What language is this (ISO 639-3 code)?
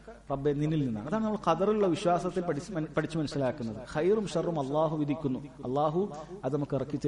mal